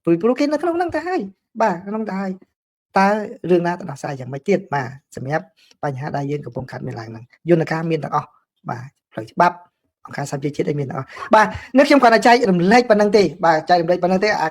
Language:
Khmer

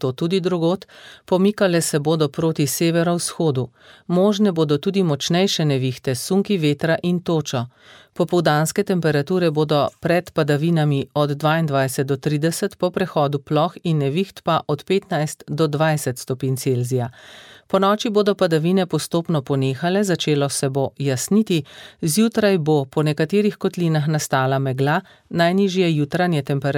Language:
Slovenian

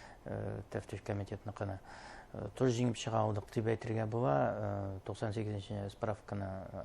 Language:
Bashkir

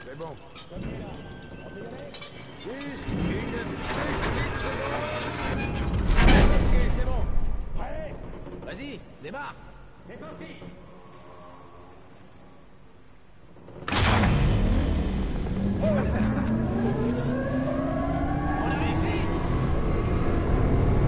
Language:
French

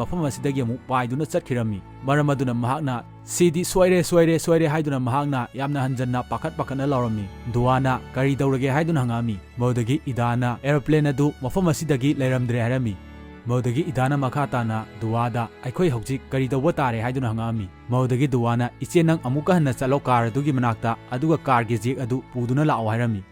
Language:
Manipuri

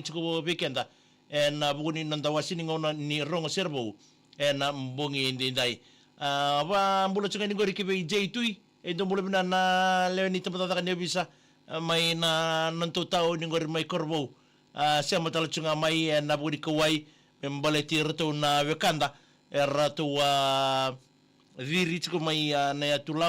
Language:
Fijian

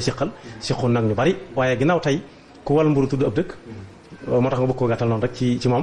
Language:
Wolof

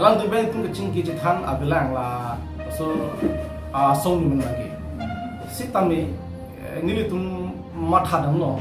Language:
Karbi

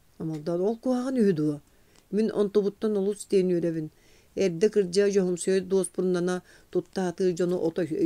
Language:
Yakut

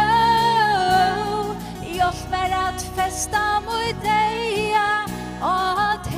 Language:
Faroese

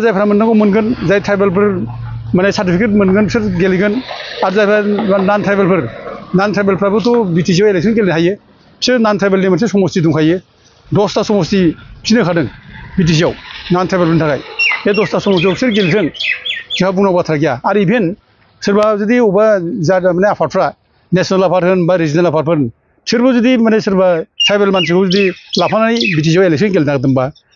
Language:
Bodo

